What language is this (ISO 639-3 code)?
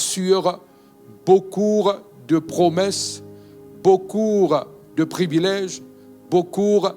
mfe